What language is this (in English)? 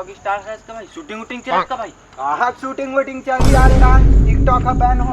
Chhattisgarhi